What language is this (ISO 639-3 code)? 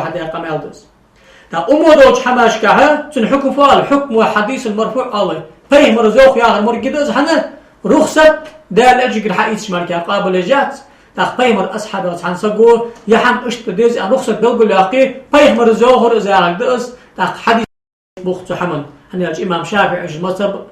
inh